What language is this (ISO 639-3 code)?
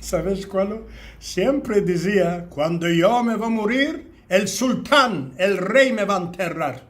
lad